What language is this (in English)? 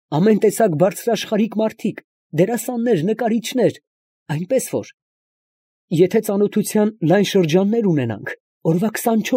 Armenian